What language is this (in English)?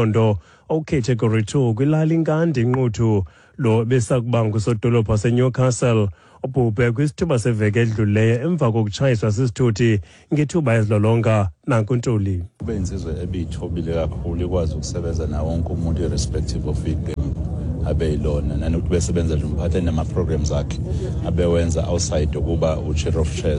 Xhosa